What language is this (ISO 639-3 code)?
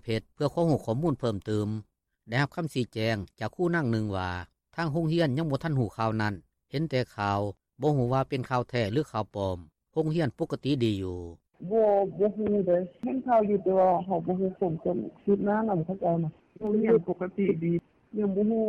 lao